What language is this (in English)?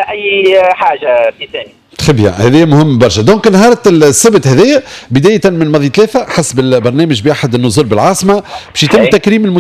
Tunisian Arabic